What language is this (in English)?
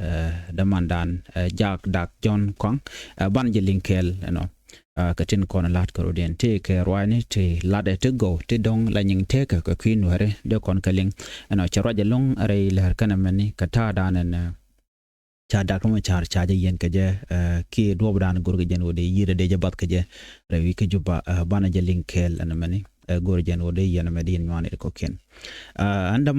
Nuer